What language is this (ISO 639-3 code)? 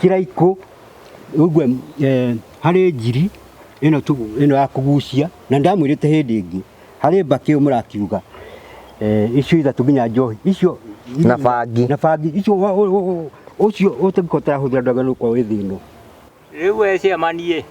kik